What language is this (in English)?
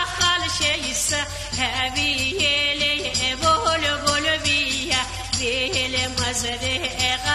Lak